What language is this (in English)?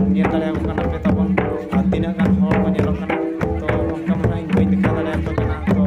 Santali